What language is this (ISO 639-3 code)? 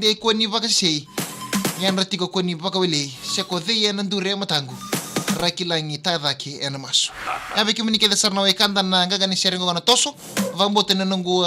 fij